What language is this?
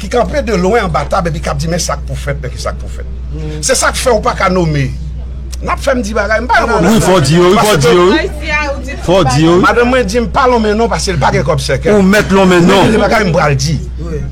Haitian Creole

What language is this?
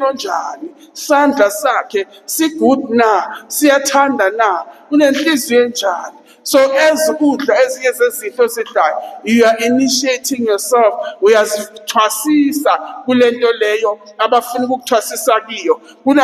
Zulu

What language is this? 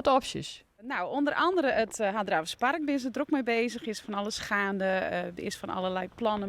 Western Frisian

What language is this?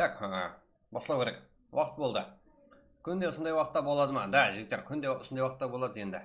Kara-Kalpak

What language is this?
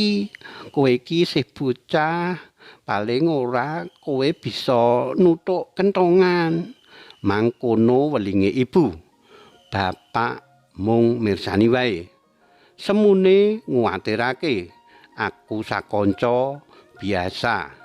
Javanese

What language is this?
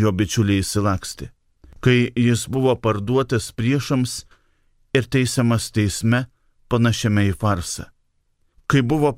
Lithuanian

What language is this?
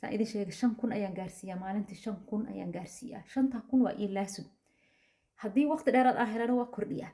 Somali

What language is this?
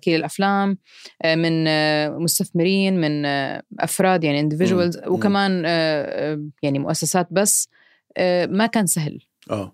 North Levantine Arabic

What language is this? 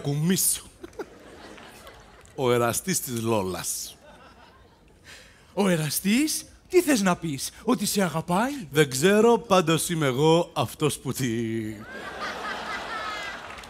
Greek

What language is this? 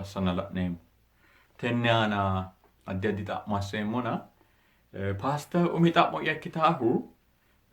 Sidamo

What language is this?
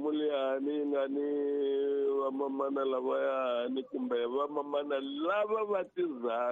Tsonga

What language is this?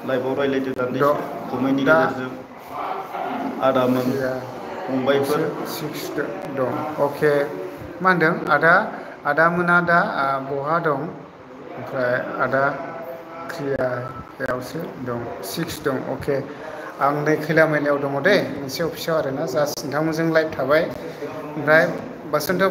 Bodo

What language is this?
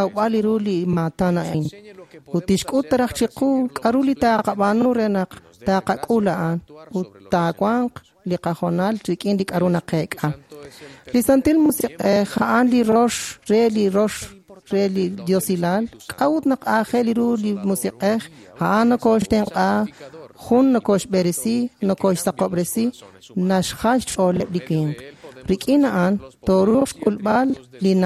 Kekchí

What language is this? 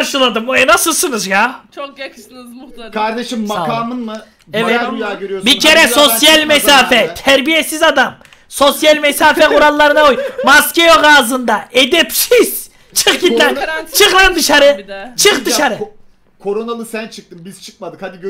Turkish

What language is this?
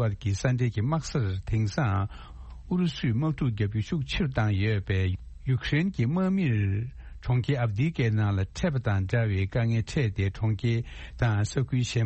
Tibetan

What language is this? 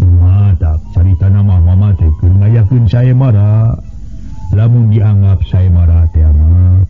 Sundanese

